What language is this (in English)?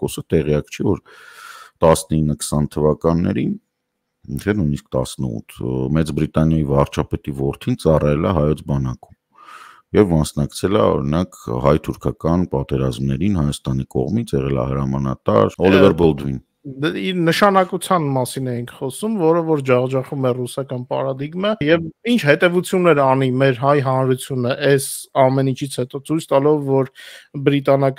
Armenian